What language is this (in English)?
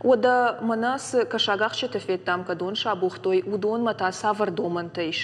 Ossetic